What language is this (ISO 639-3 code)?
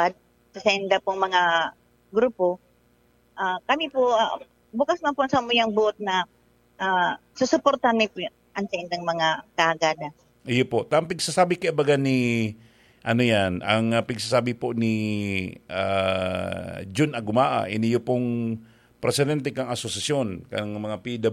bik